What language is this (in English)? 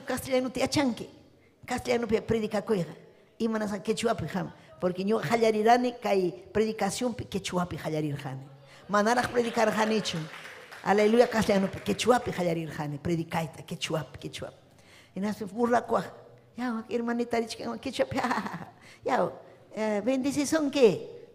Ayacucho Quechua